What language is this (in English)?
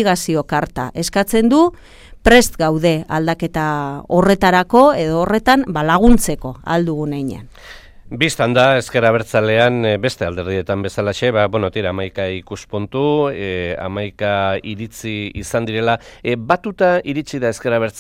Basque